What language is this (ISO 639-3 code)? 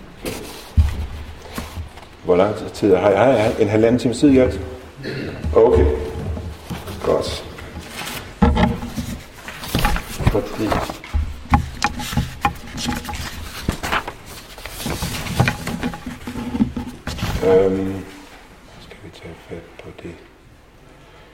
dan